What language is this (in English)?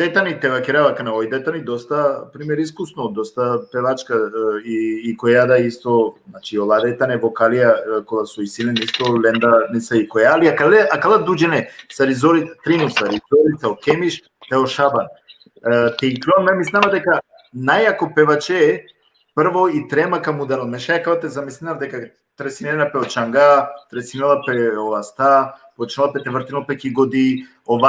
Balkan Romani